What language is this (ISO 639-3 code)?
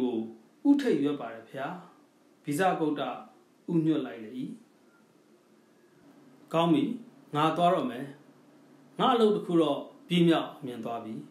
mya